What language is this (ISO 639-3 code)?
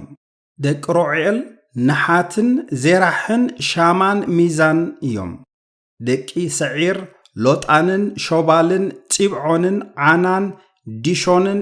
tir